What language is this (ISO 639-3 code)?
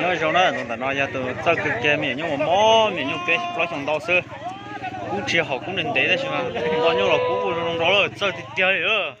hmn